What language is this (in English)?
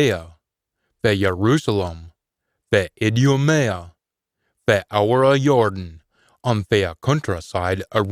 Scots